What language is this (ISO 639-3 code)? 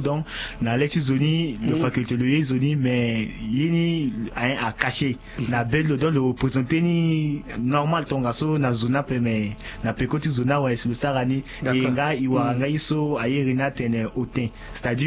sag